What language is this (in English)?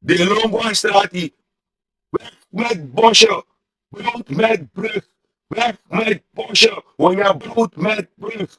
Sranan Tongo